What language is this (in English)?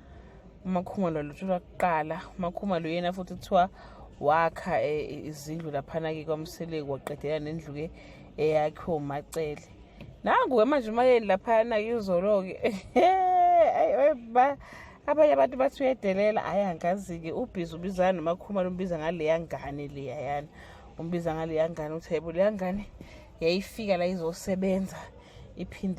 Zulu